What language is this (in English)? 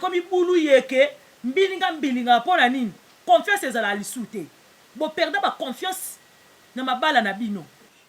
Lingala